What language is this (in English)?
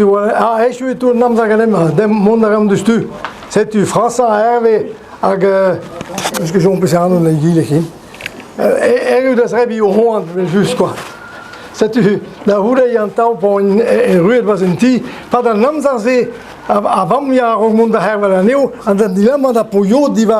Breton